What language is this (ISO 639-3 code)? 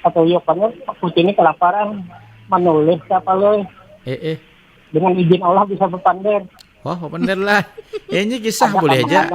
bjn